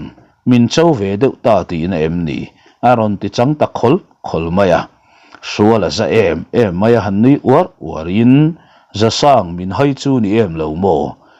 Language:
Mizo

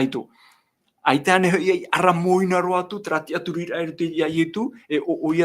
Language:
Tahitian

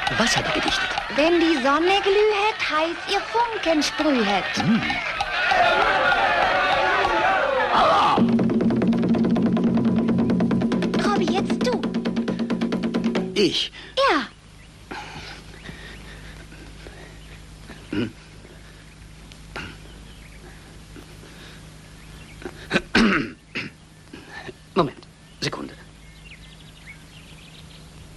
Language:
German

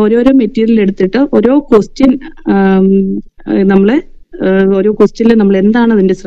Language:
Malayalam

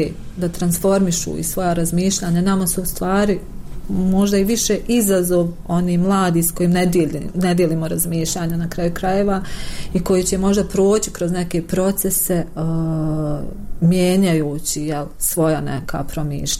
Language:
Bosnian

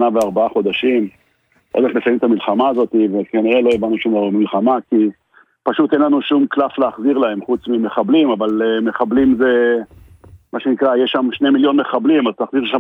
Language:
Hebrew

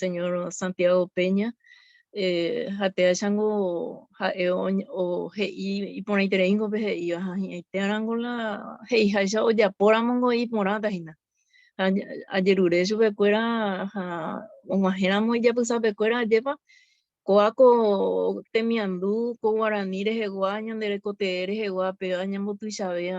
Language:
Guarani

